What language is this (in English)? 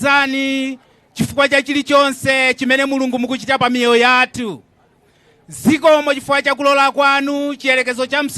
Nyanja